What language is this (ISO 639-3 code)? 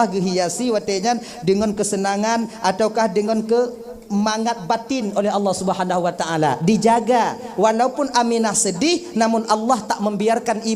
ace